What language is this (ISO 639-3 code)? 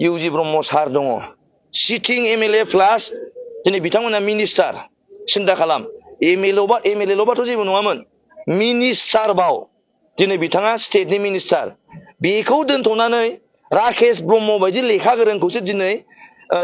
brx